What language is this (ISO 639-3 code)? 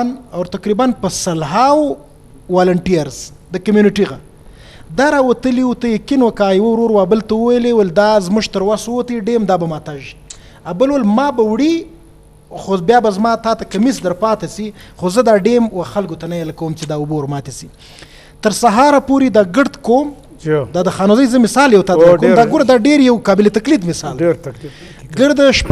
bgp